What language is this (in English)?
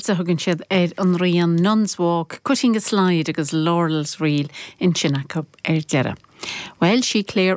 Irish